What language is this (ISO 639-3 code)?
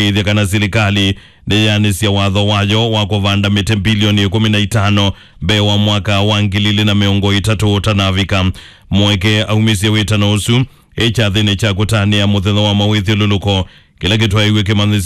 kam